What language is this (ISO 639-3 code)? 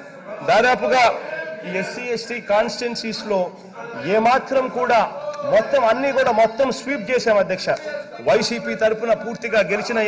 tel